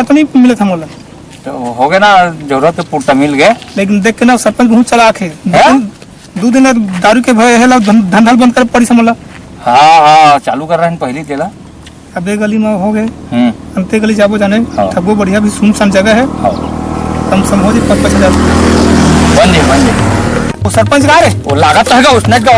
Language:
Chhattisgarhi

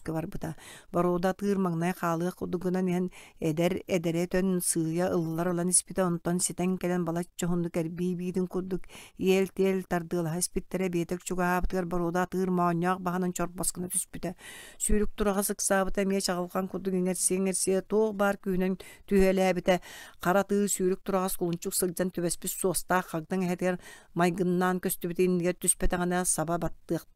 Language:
Yakut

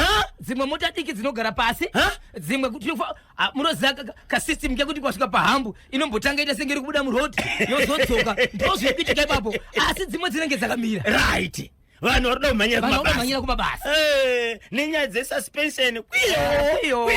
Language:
Shona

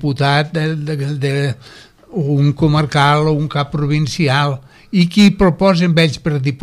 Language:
Catalan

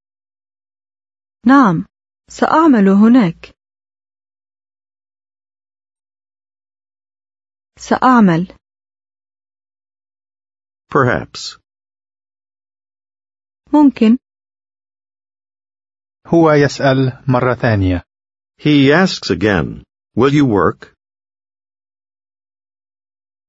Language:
Arabic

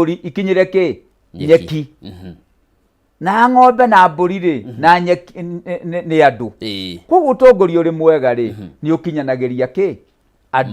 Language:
Kikuyu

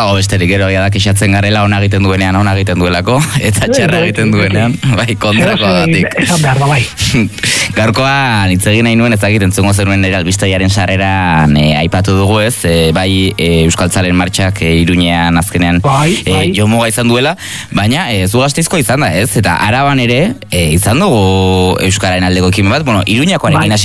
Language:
Basque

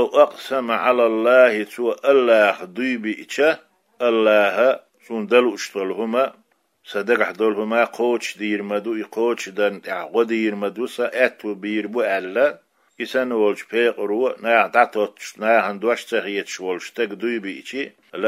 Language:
Chechen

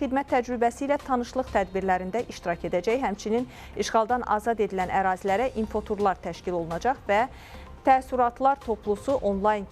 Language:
Azerbaijani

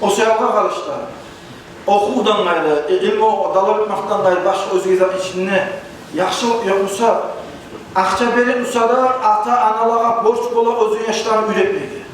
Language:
Kumyk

